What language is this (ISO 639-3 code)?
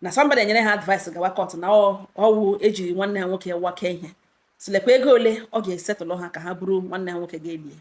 ibo